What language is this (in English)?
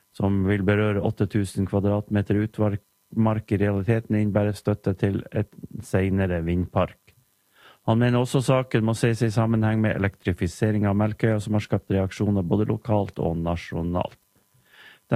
Norwegian